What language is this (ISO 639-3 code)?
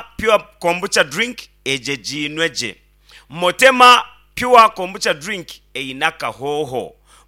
nyn